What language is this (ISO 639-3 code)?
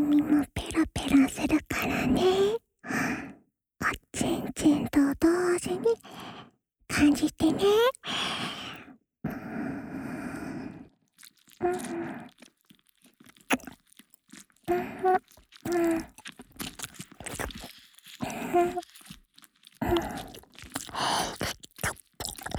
jpn